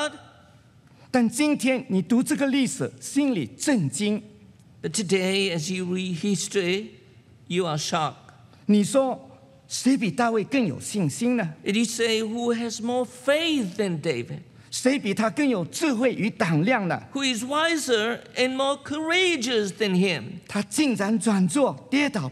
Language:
Chinese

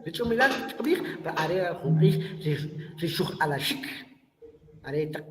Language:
Kʼicheʼ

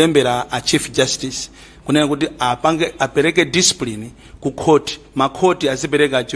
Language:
Nyanja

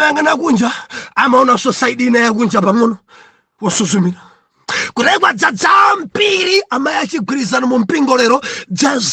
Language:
Nyanja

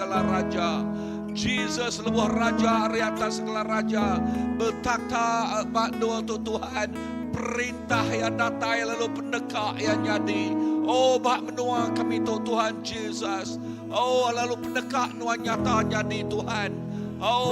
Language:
Iban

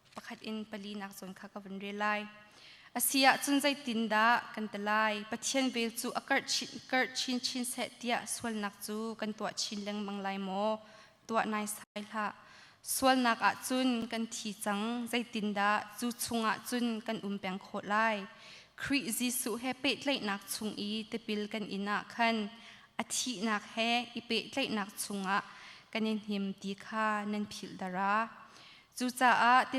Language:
Hakha Chin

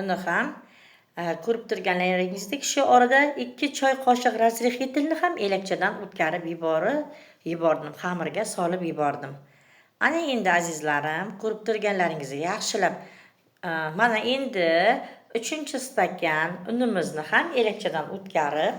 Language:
Uzbek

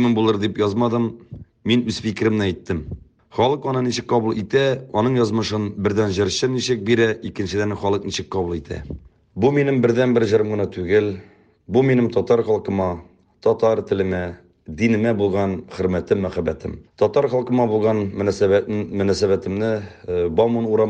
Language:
Tatar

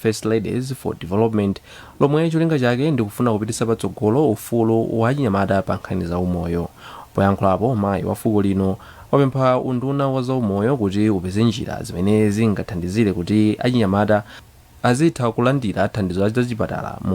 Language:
Nyanja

